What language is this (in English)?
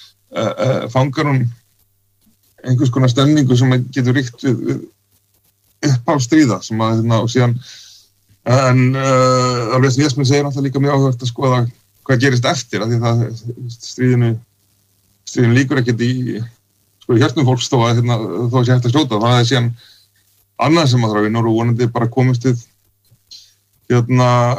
Icelandic